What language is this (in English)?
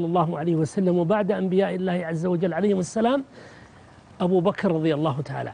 Arabic